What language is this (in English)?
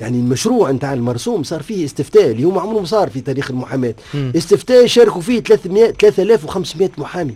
Tunisian Arabic